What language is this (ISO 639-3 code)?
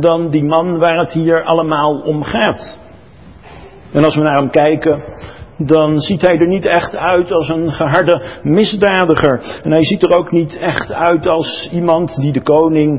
nld